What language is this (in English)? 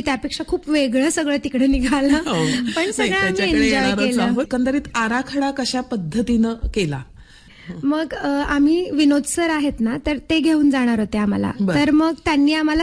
Marathi